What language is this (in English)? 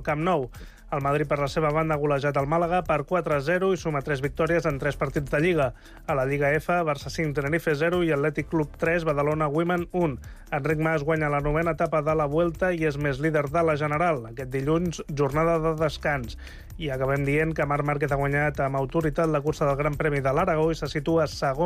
Catalan